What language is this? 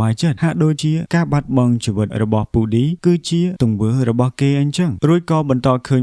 Khmer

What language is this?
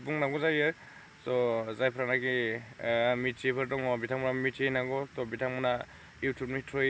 Bodo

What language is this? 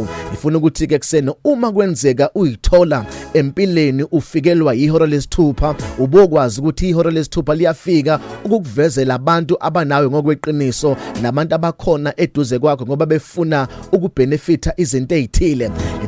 Zulu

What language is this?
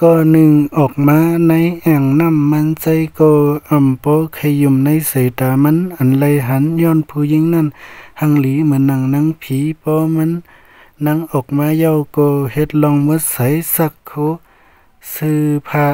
Shan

